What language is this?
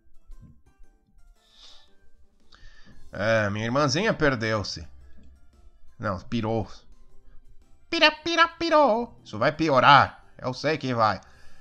Portuguese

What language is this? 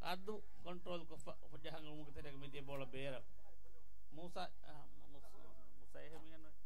Divehi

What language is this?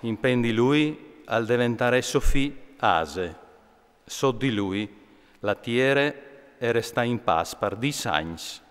Friulian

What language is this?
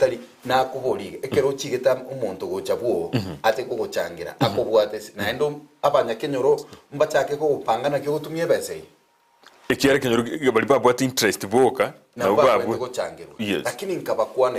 Gusii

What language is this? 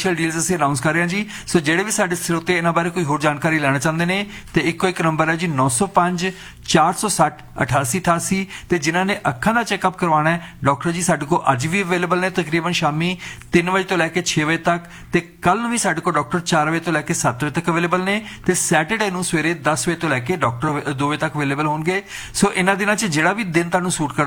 Punjabi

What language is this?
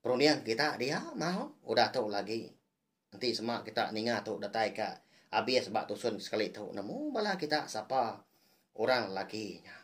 Iban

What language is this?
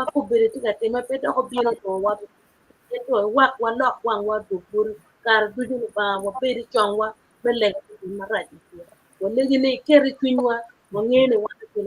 Acoli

